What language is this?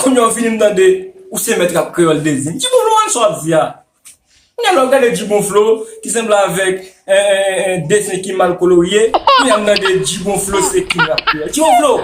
Haitian Creole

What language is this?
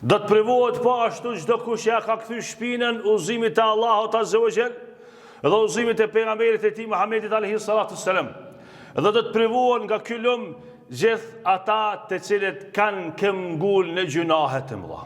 Albanian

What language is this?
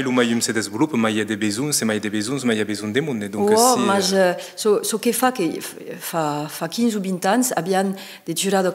Occitan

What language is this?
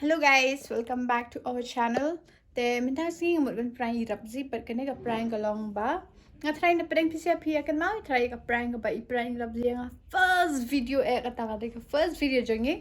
Khasi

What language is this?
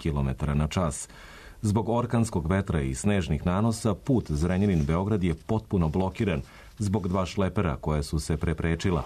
Serbian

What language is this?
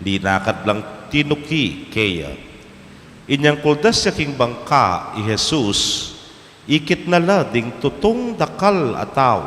Pampanga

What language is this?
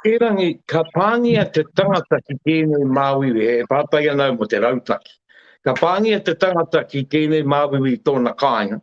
Māori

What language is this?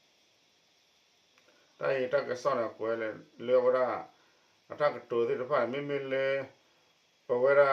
S'gaw Karen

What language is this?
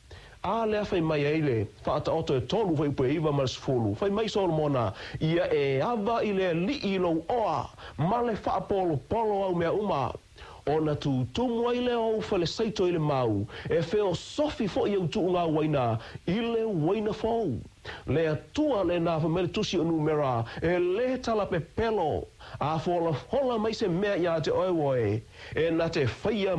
Samoan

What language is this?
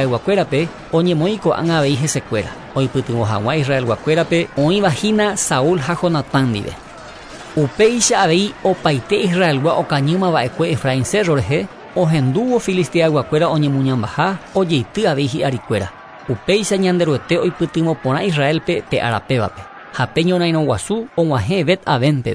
Guarani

